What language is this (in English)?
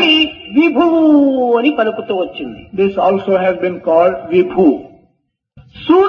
Telugu